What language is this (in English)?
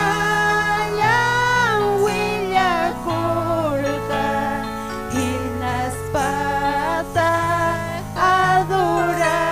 Ayacucho Quechua